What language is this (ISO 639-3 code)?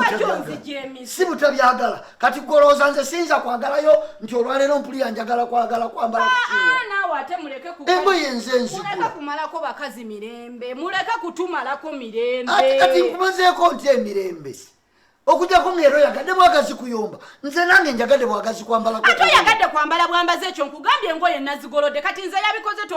lug